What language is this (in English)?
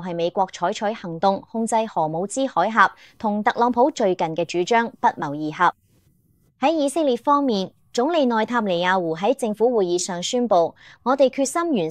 Cantonese